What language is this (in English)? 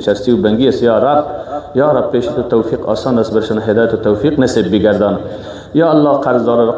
Persian